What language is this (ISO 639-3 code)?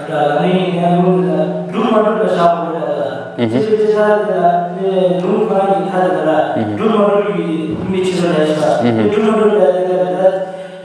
bod